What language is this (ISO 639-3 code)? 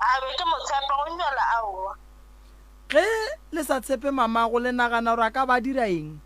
nso